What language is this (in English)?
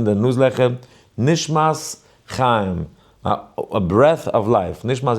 Yiddish